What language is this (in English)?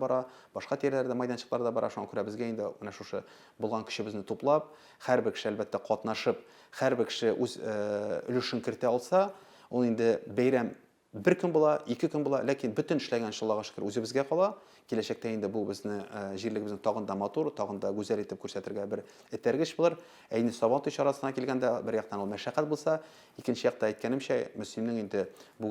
Tatar